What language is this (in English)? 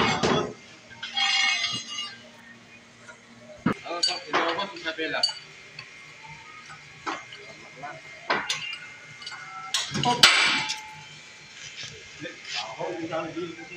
Filipino